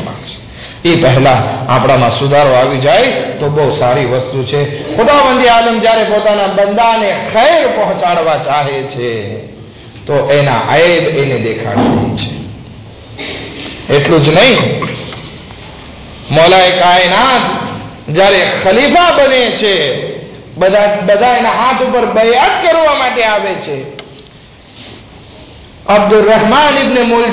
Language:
Gujarati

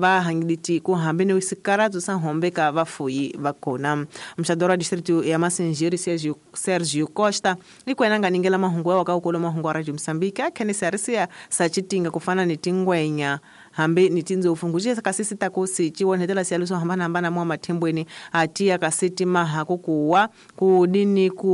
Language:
Tsonga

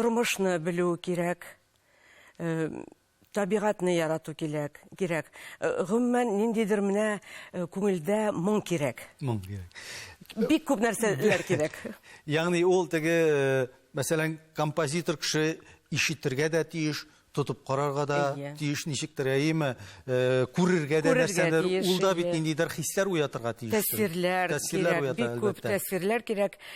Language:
Tatar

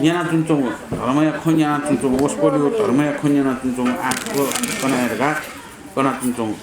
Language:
Newari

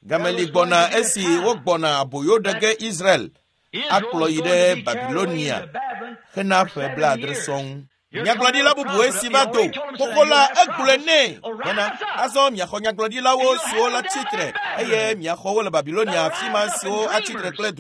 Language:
Ewe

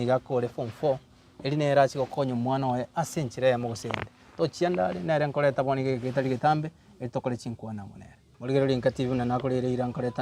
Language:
Gusii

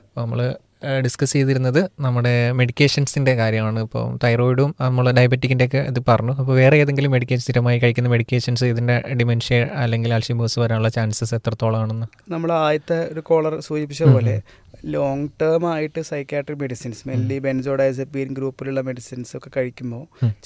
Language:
Malayalam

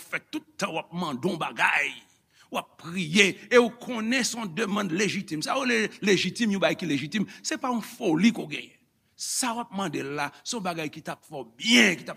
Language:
Haitian Creole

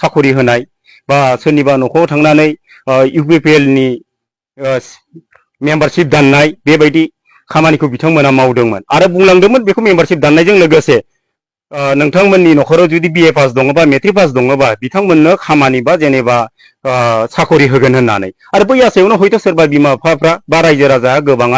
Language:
Bodo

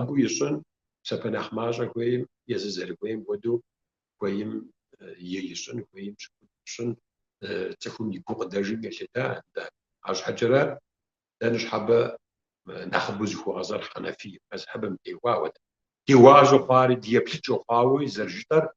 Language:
Kabardian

